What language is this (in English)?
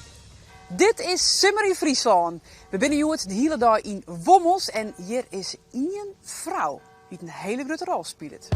Western Frisian